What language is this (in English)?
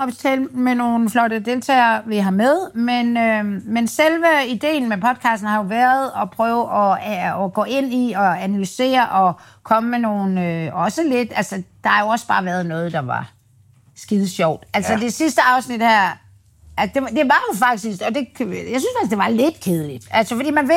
Danish